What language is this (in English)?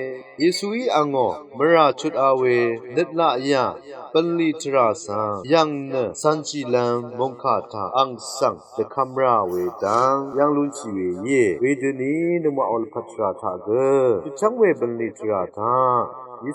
Rawang